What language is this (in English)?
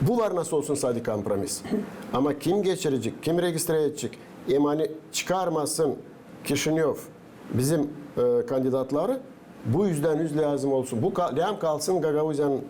Gagauz